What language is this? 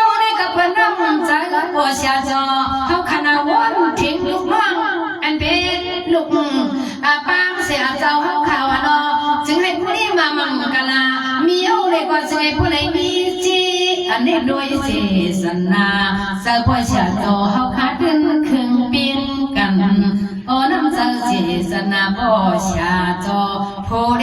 Shan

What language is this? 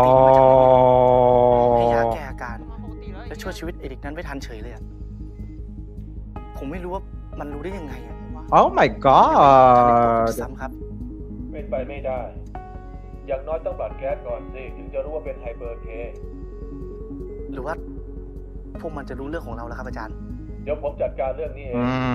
Thai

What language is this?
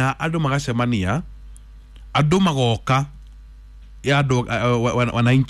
Kikuyu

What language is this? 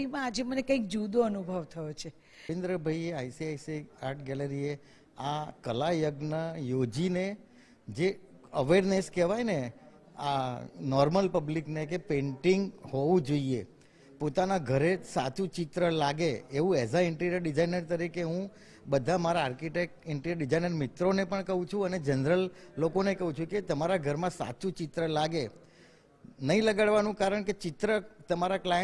Gujarati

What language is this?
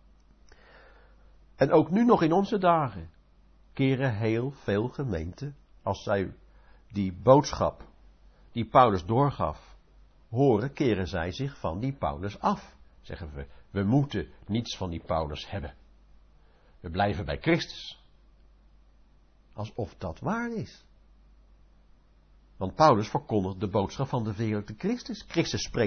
Dutch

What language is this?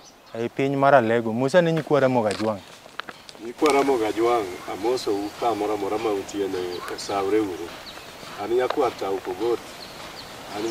Luo (Kenya and Tanzania)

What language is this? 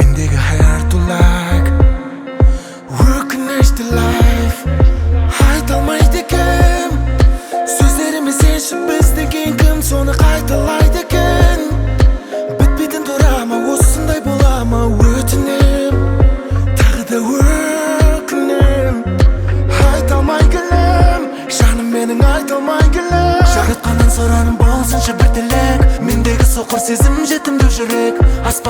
Kazakh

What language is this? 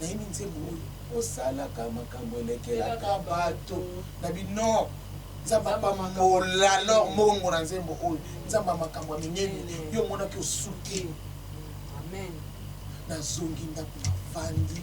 Lingala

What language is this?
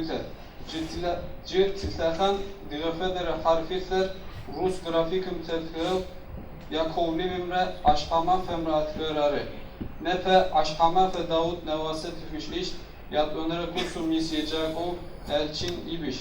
Adyghe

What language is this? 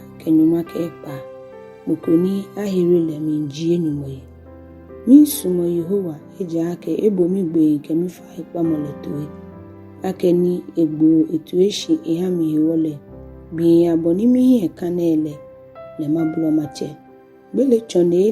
Ga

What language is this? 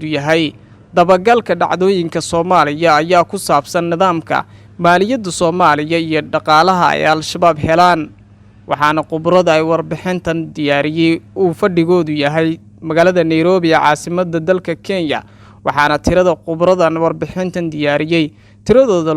Somali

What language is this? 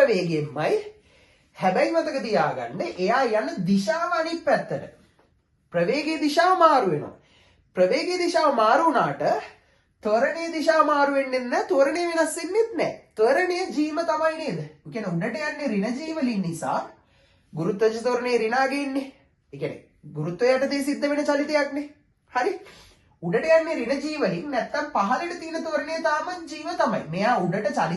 Sinhala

